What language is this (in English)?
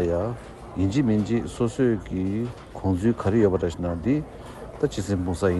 Tibetan